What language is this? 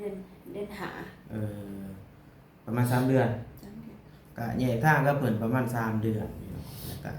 Lao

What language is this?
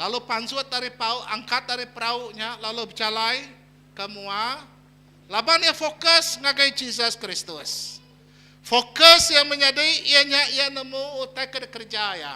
Iban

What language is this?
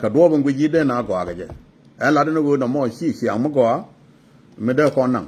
Nuer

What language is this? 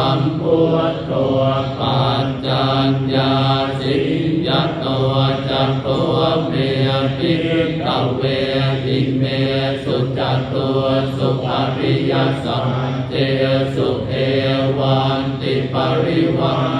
Pali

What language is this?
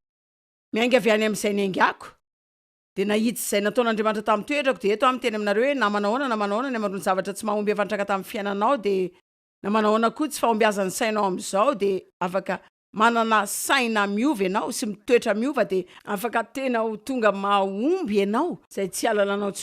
Malagasy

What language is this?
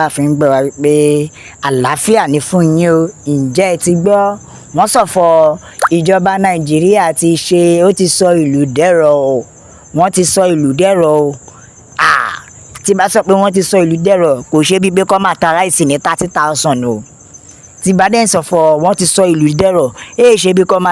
Yoruba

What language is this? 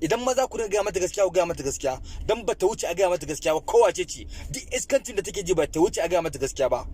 Hausa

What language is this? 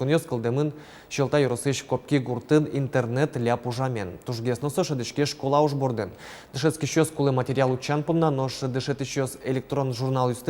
Udmurt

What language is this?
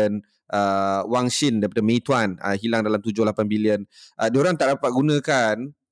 Malay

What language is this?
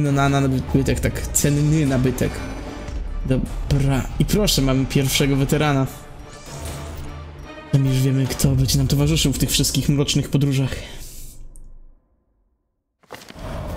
Polish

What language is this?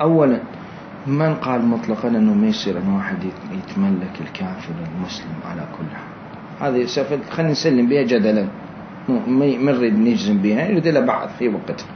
Mesopotamian Arabic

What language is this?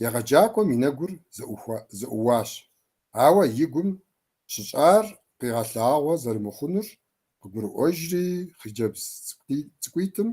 Kabardian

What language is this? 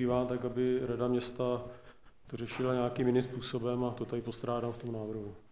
Czech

